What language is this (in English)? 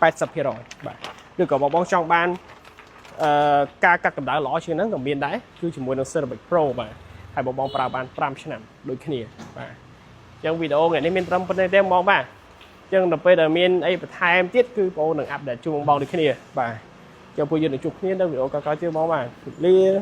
Khmer